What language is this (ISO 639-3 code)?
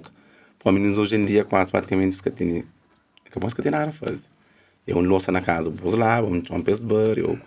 kea